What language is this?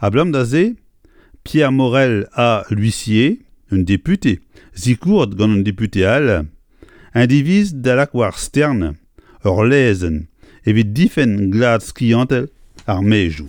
Breton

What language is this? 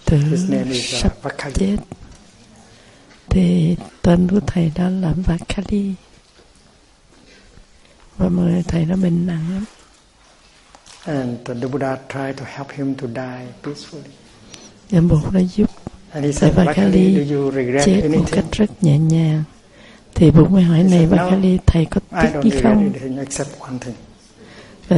Vietnamese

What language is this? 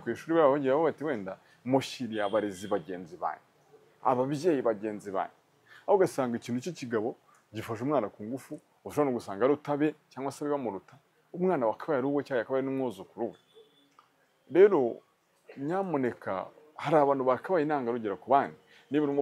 Kinyarwanda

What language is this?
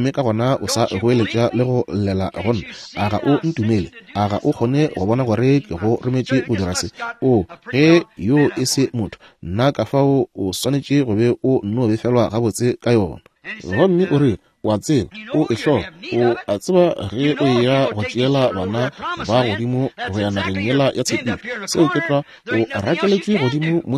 Northern Sotho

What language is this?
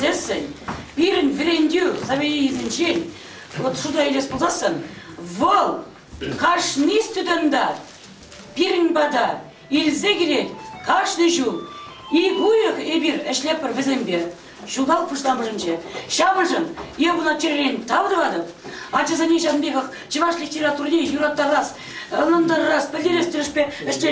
Chuvash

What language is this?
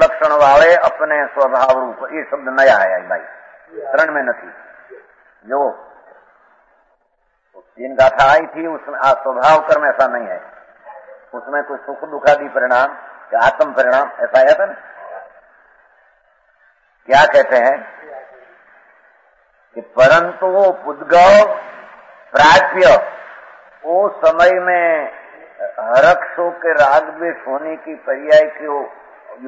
Hindi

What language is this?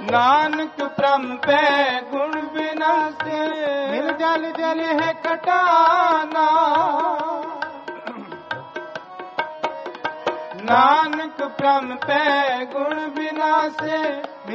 Punjabi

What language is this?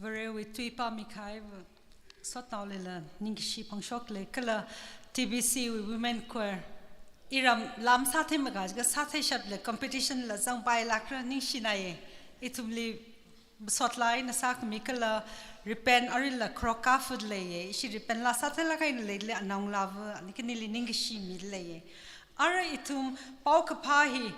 Tangkhul Naga (India)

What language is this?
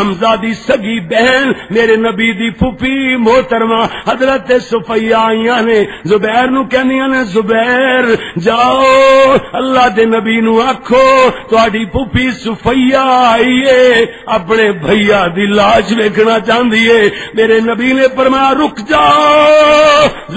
Western Panjabi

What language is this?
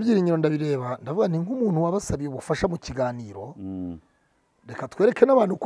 Kinyarwanda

